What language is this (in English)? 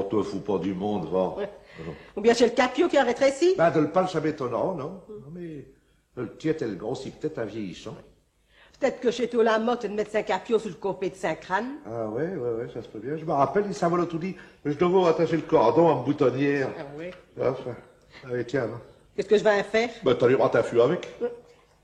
Picard